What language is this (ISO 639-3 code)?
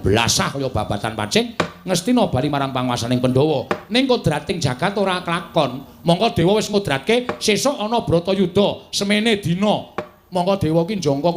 jav